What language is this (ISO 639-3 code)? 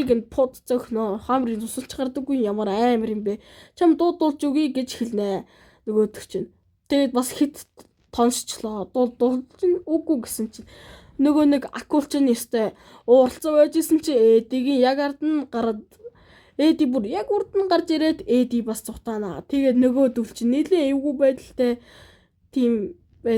mon